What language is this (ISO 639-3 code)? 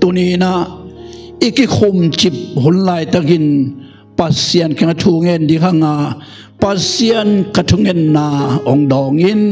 ctd